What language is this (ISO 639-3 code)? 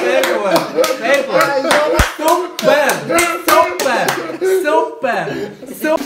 gsw